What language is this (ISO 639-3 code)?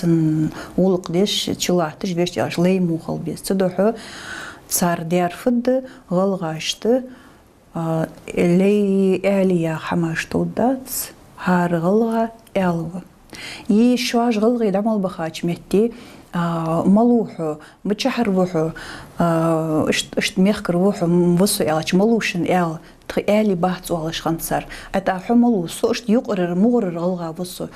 inh